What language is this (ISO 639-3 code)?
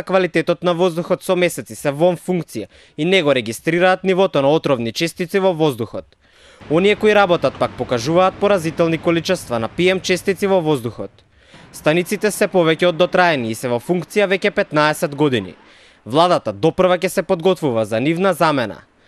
mkd